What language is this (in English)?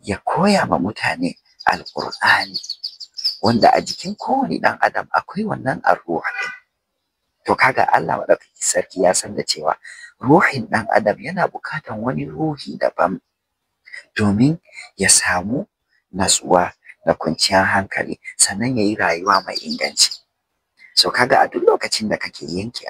Hausa